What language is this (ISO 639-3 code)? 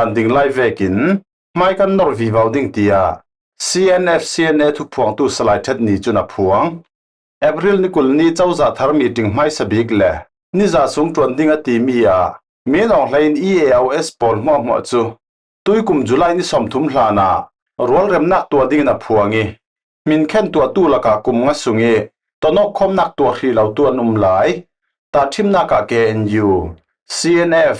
cfm